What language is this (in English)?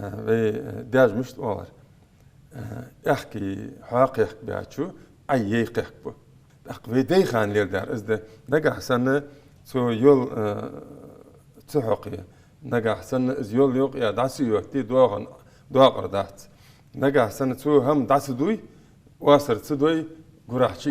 Ingush